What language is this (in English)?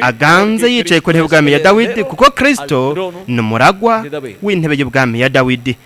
Rundi